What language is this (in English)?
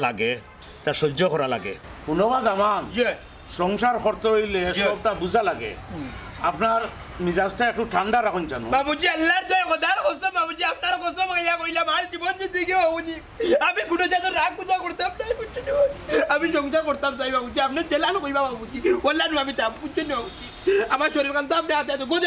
Sylheti